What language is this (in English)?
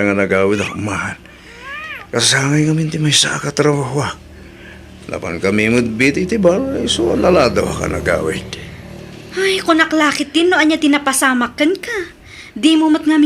Iloko